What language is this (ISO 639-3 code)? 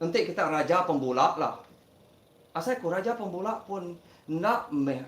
iba